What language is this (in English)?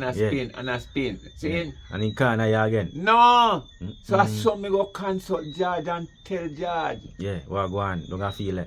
Jamaican Creole English